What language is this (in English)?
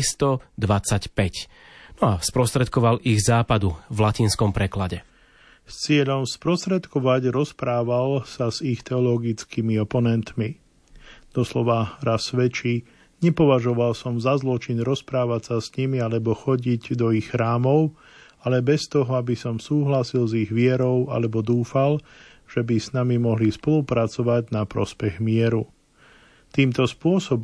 Slovak